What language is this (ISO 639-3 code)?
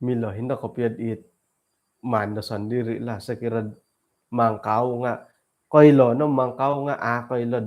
dtp